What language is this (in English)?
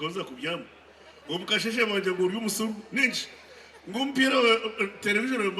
Nyankole